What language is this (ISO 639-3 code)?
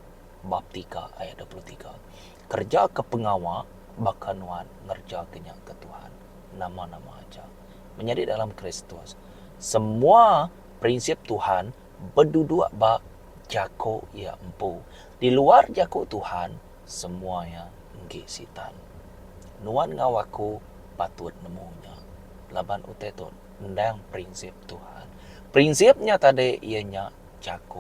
iba